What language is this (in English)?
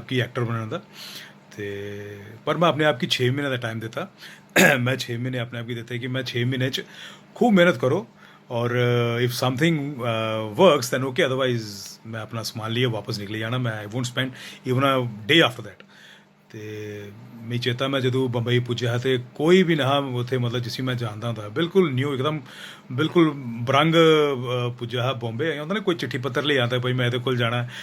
Dogri